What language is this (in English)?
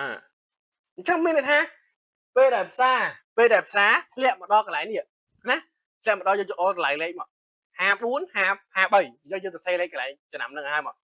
Khmer